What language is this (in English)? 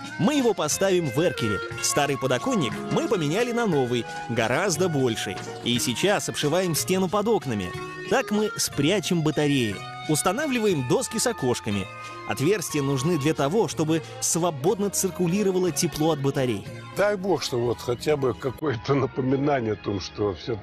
Russian